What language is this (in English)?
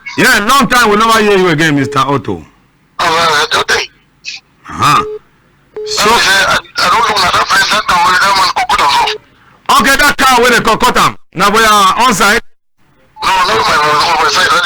Cameroon Pidgin